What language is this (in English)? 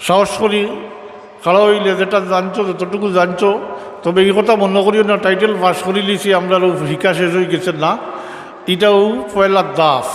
Sylheti